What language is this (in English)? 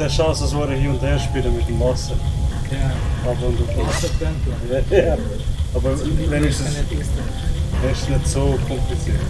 Swiss German